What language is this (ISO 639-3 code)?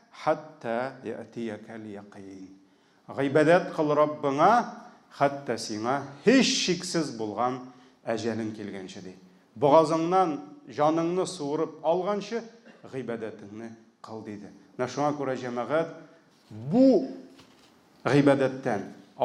tat